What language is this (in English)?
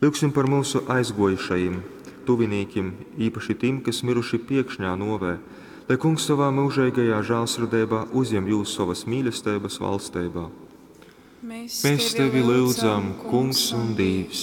Latgalian